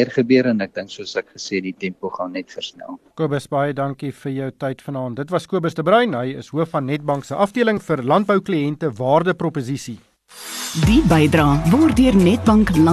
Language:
Afrikaans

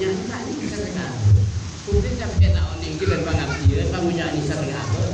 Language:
Madurese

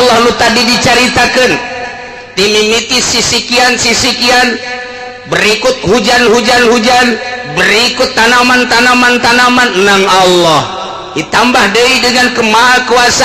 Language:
Sundanese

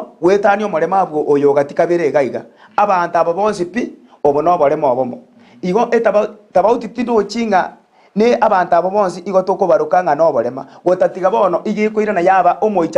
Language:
Gusii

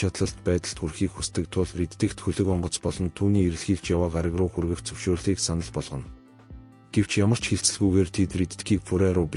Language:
Mongolian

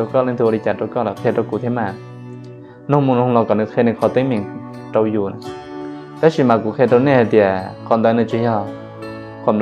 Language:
Hmong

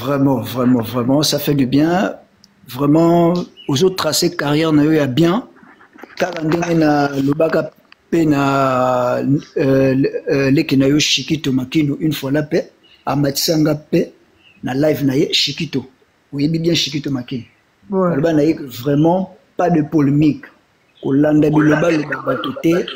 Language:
Lingala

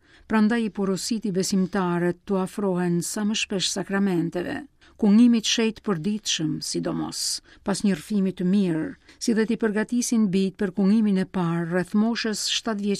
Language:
Albanian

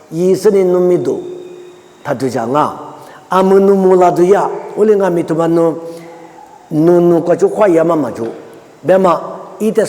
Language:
Lisu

